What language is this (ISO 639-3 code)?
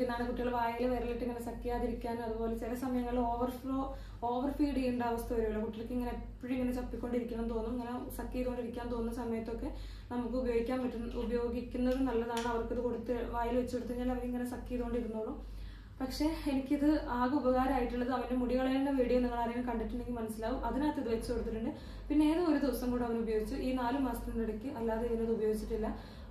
mal